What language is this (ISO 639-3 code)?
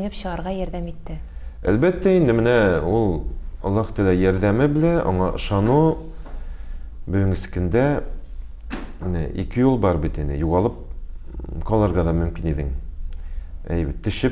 tat